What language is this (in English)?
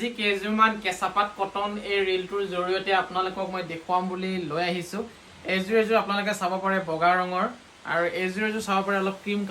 Assamese